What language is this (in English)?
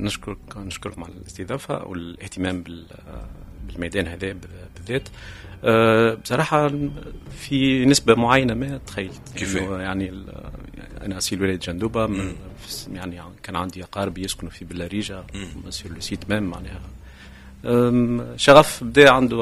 Tunisian Arabic